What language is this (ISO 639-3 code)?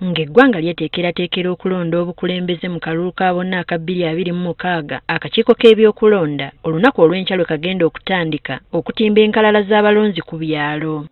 lug